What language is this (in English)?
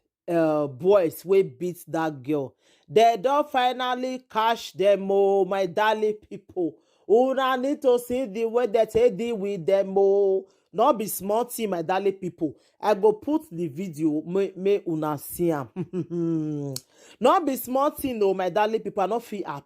Nigerian Pidgin